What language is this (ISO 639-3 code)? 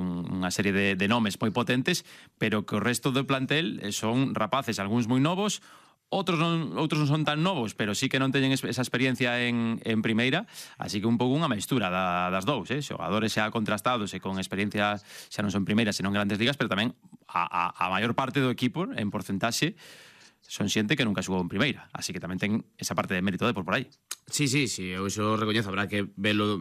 glg